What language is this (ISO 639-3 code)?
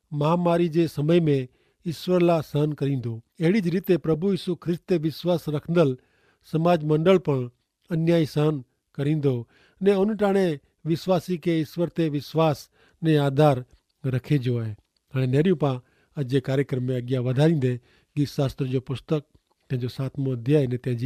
kfr